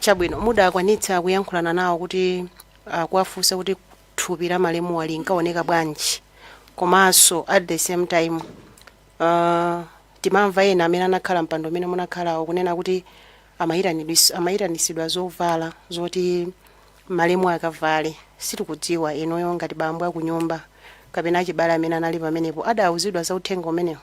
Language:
Nyanja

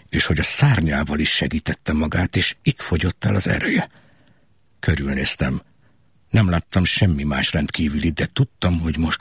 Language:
Hungarian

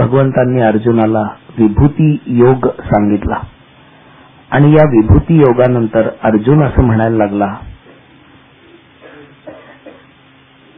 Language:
Marathi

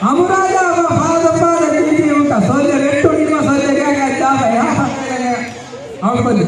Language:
Divehi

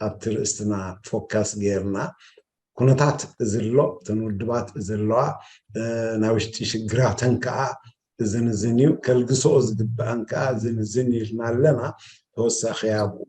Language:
Tigrinya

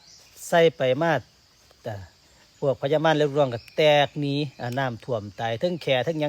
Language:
Northeastern Thai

